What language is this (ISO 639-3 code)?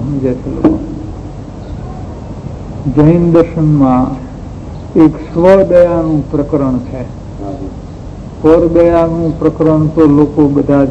guj